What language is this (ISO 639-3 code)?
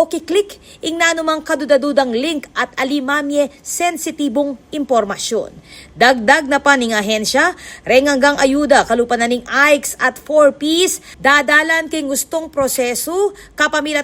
pam